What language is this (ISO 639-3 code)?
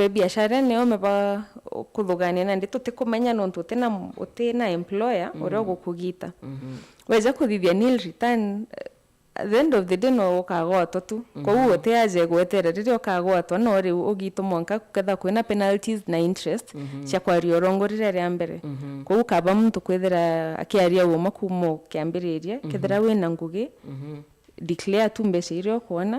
mer